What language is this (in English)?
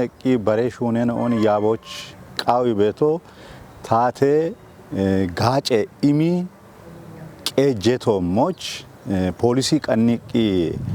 Kafa